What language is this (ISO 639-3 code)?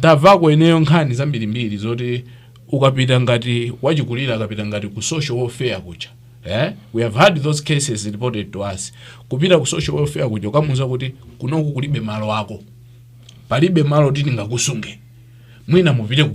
nya